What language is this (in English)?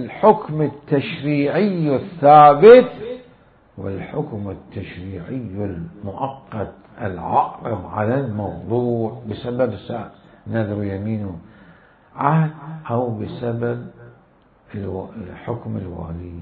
Mesopotamian Arabic